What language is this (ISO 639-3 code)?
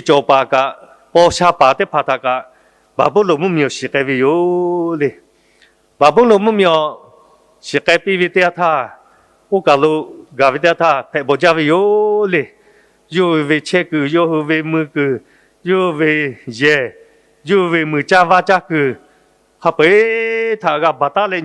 lhu